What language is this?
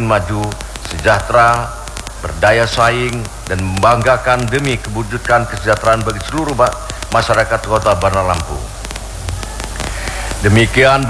Indonesian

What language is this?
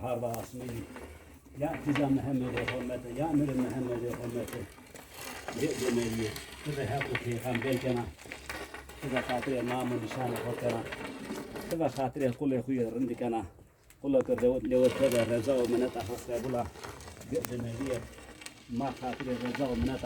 Zaza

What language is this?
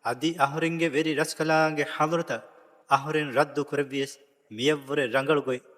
Divehi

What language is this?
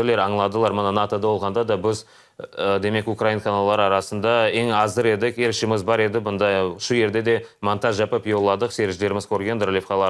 Crimean Tatar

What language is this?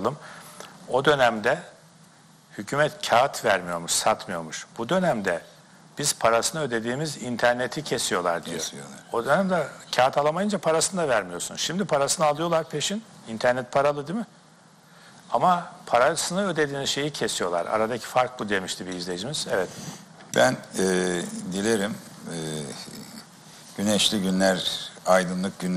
Turkish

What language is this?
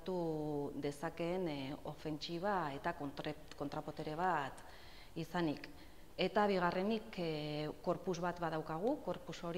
Basque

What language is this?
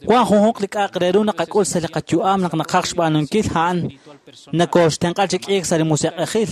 Kekchí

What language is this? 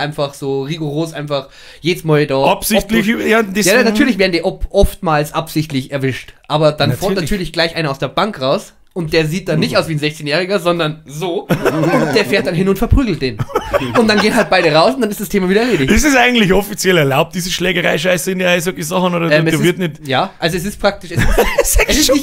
Bavarian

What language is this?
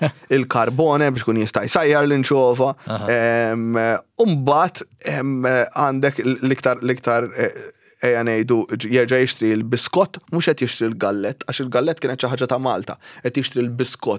Maltese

